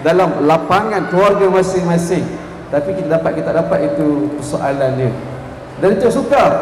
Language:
Malay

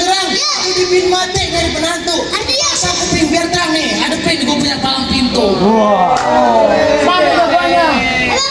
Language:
Betawi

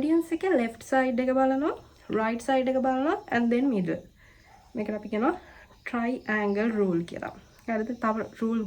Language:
Sinhala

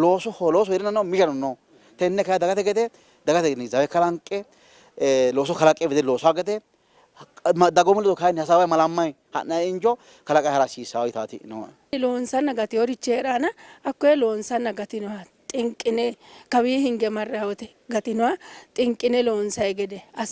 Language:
Sidamo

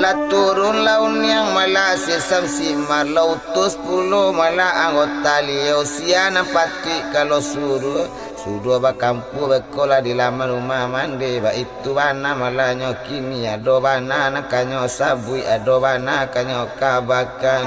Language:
Minangkabau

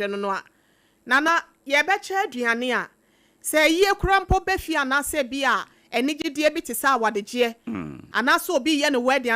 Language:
Akan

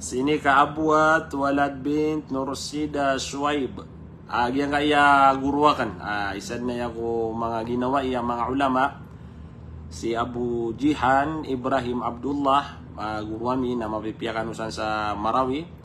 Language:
Maranao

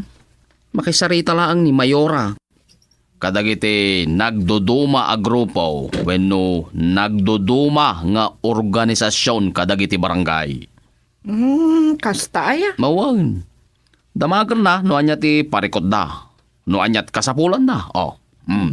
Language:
Iloko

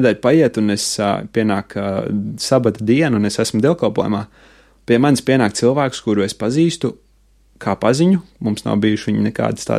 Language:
Latvian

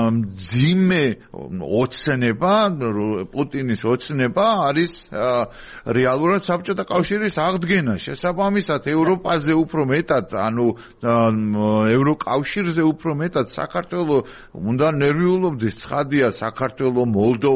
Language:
Georgian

